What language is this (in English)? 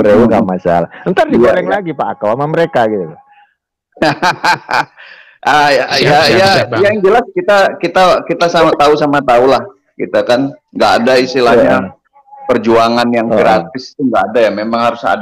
Indonesian